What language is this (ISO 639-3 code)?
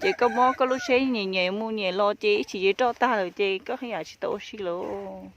hmn